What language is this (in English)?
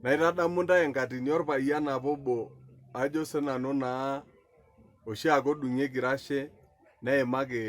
Masai